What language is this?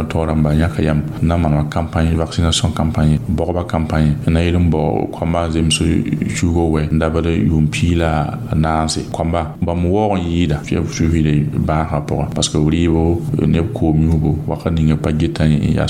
Mossi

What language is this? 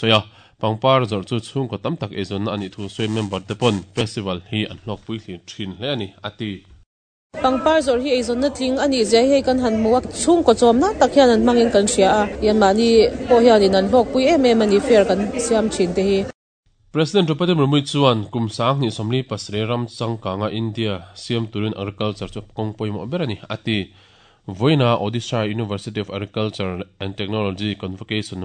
Mizo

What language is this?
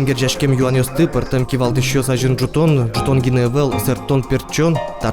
Udmurt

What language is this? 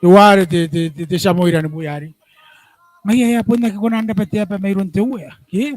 Gilbertese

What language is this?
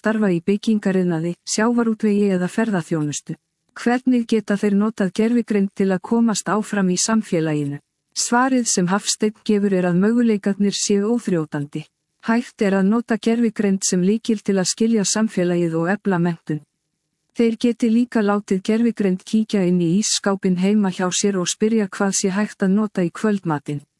Icelandic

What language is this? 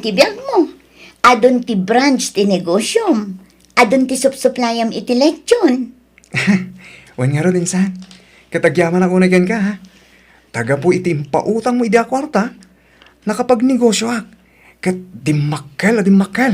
Iloko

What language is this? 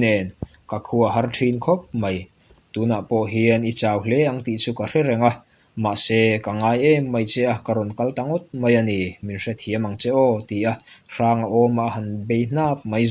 Mizo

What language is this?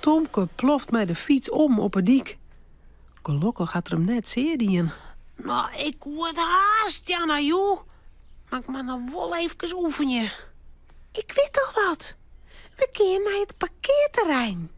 Western Frisian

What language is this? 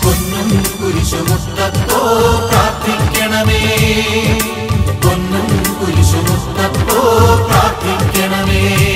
Malayalam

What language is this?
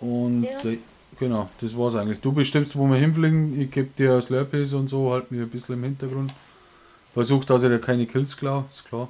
Bavarian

